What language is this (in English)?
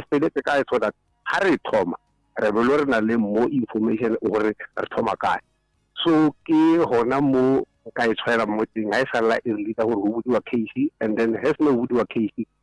Northern Sotho